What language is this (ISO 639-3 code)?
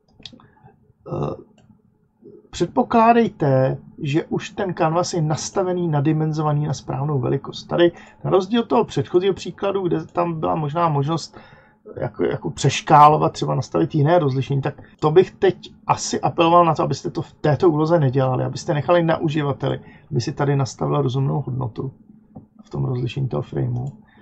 ces